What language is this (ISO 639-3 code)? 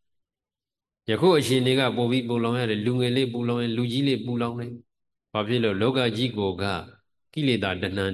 mya